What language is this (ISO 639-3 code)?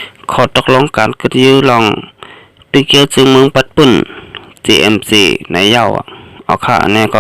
shn